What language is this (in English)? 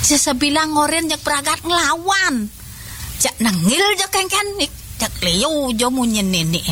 Balinese